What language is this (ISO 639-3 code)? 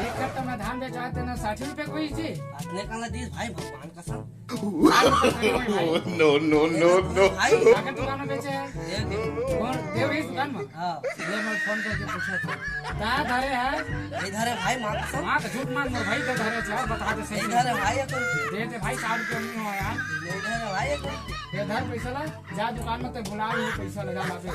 hne